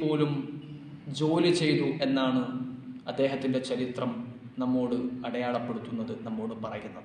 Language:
Malayalam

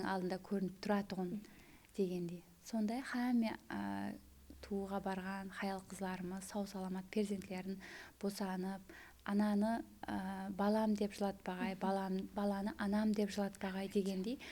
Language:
Kara-Kalpak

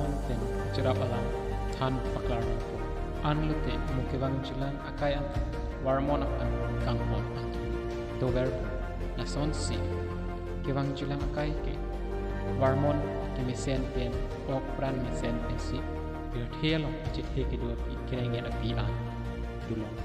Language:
Karbi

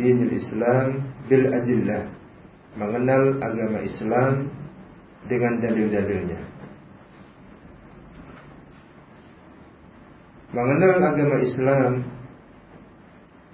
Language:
Indonesian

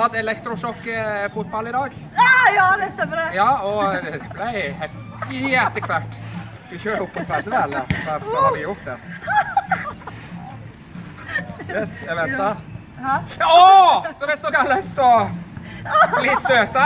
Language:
Norwegian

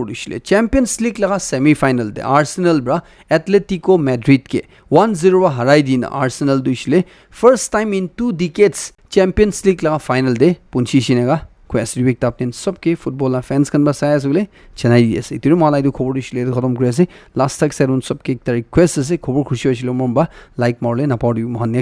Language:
Naga Pidgin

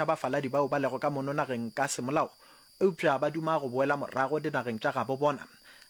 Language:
Northern Sotho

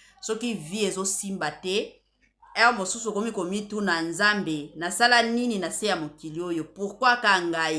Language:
Lingala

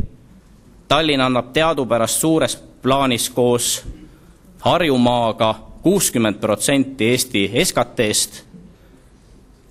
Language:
Estonian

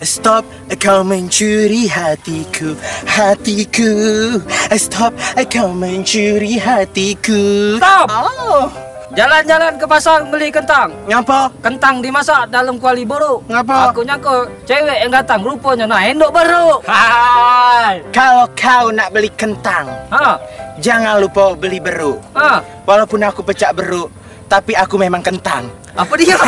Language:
Musi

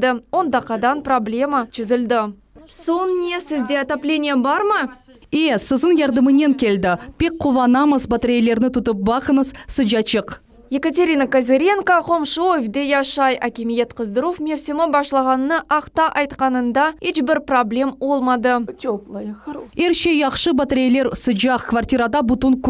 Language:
Crimean Tatar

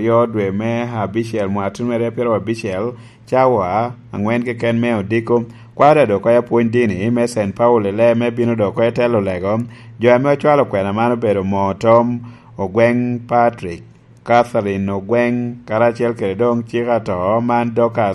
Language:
Lango (Uganda)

